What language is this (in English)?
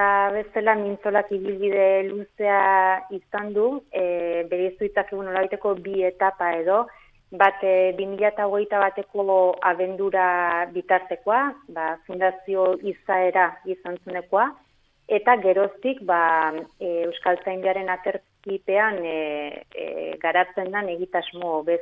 Basque